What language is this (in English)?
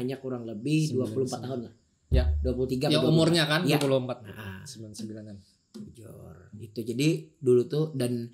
Banjar